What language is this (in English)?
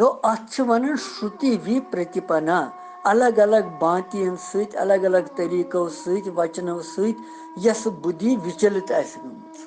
Kashmiri